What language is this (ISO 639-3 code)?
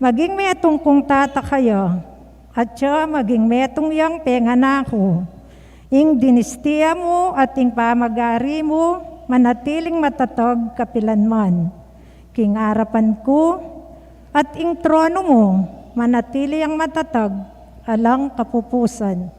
pam